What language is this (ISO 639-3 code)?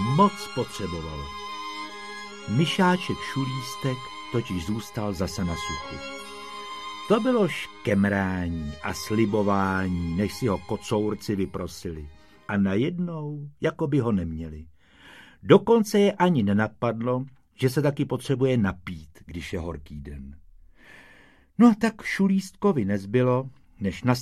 ces